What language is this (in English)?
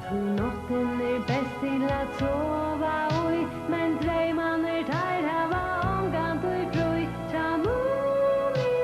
Faroese